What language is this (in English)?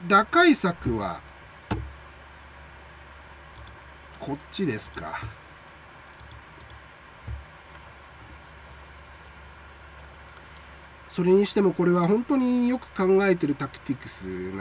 Japanese